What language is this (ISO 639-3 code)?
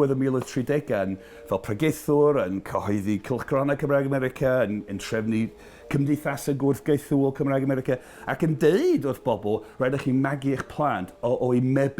cym